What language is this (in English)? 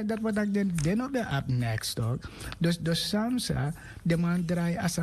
Sranan Tongo